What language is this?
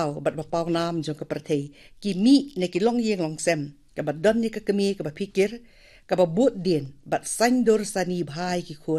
Khasi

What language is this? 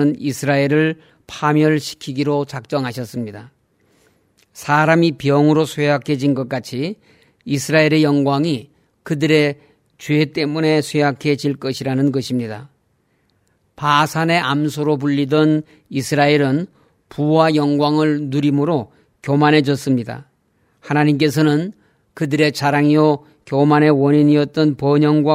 Korean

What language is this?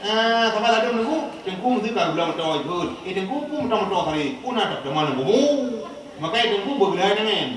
Achinese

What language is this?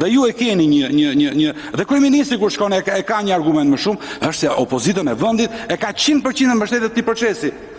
Albanian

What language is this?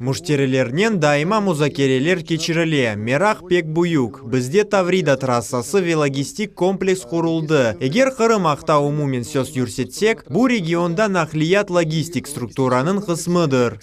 Crimean Tatar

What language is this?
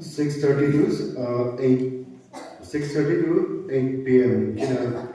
Tangkhul Naga (India)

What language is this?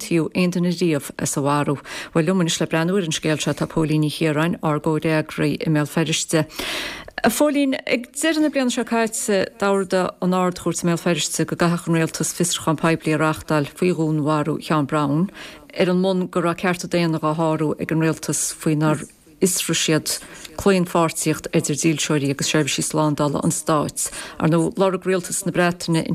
Irish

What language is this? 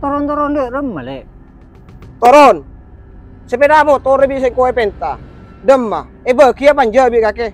Madurese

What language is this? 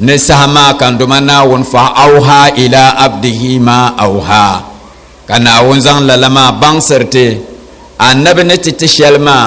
Dagbani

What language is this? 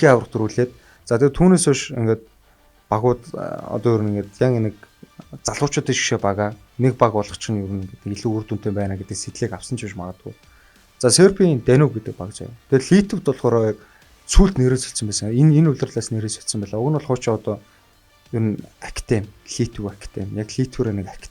Mongolian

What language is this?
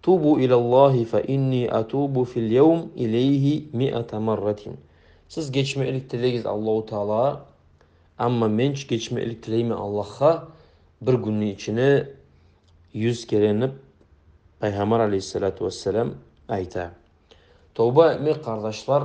Kumyk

